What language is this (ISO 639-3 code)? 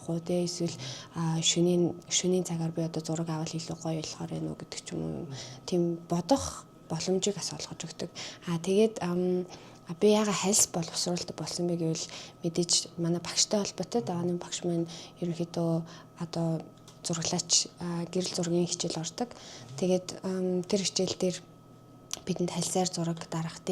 mon